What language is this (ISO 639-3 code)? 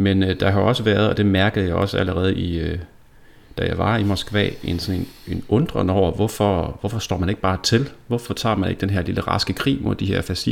dan